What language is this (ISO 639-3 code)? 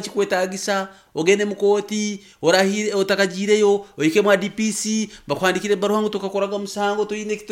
nyn